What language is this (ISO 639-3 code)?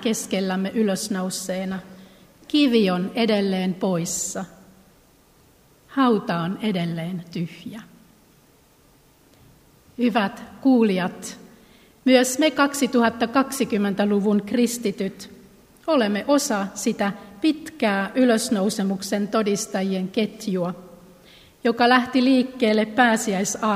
fin